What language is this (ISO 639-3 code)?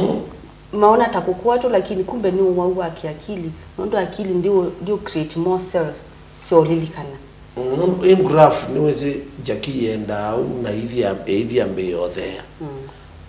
kam